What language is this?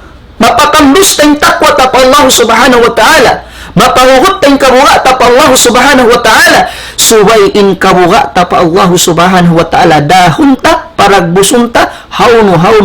Tausug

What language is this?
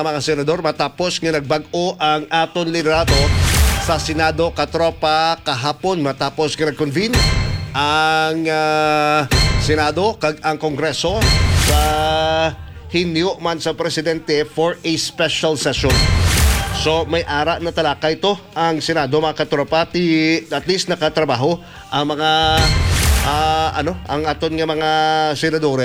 Hiligaynon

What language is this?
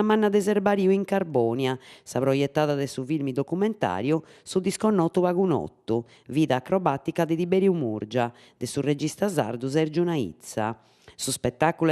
Sardinian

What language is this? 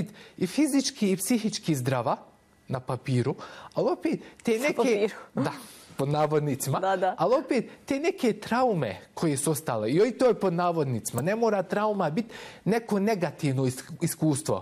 Bosnian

